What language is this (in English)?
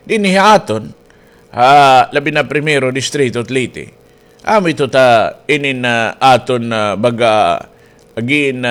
Waray